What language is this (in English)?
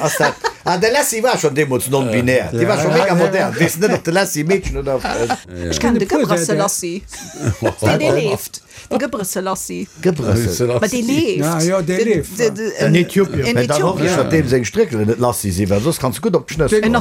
Luxembourgish